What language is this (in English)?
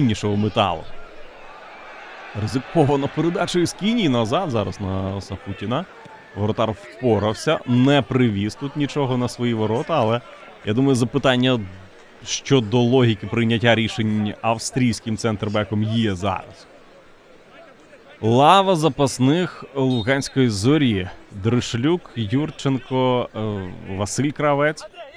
Ukrainian